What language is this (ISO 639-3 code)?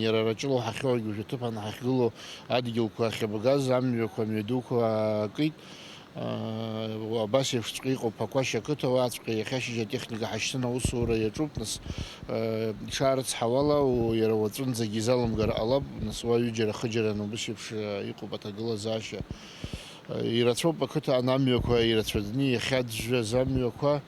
abk